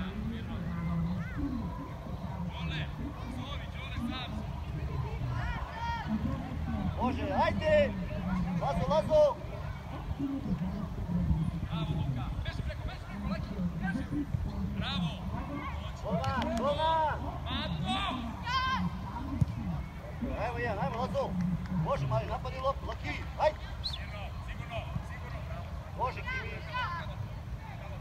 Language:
Serbian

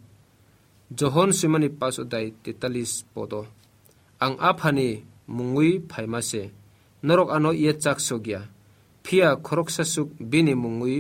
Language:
Kok Borok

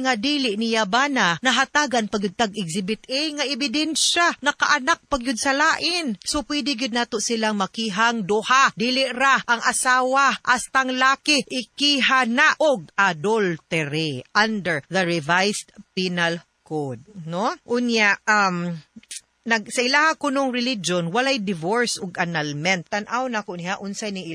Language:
Cebuano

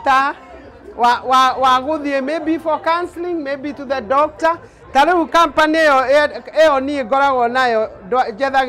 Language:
Kikuyu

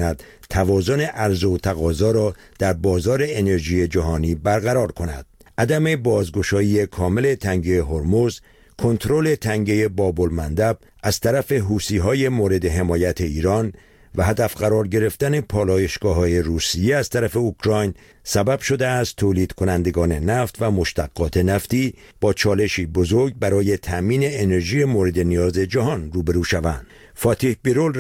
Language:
Persian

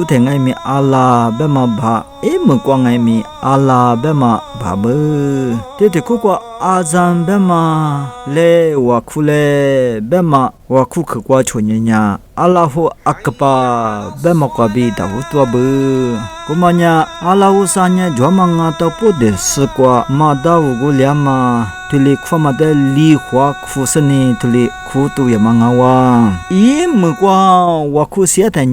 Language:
Lisu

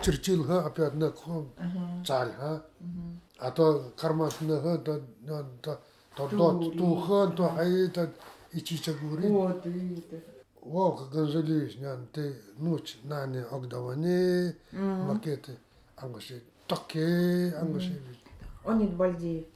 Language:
Nanai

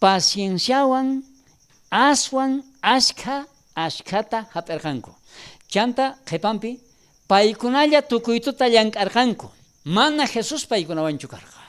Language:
South Bolivian Quechua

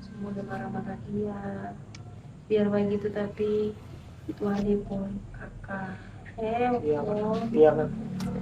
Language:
Ambonese Malay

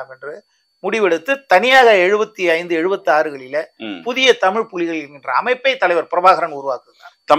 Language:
Tamil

